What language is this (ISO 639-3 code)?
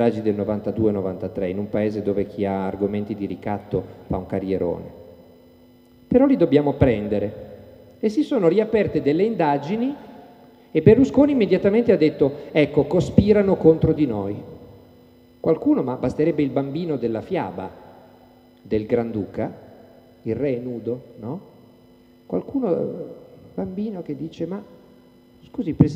ita